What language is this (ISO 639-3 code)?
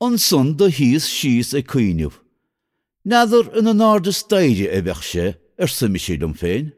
gle